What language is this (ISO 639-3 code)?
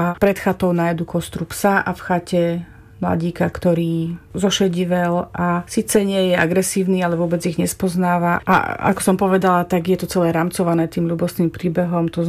slk